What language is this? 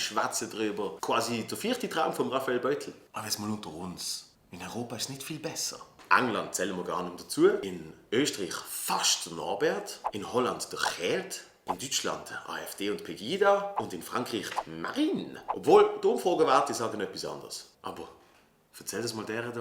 Swiss German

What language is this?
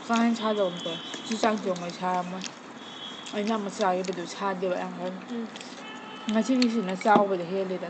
Manipuri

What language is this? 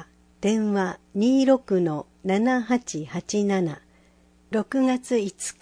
Japanese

